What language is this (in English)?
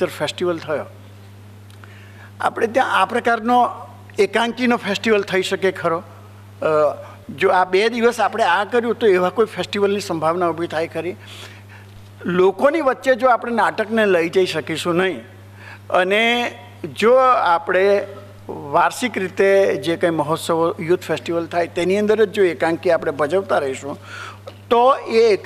Gujarati